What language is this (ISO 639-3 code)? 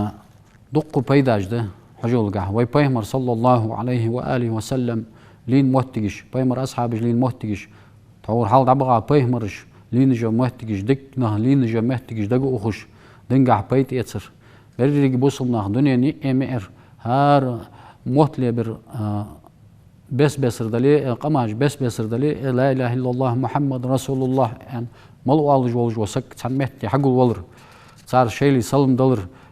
inh